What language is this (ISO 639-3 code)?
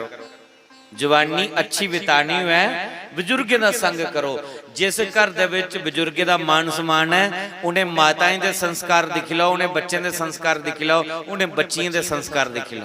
doi